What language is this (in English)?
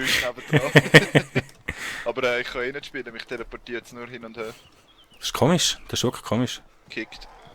Swiss German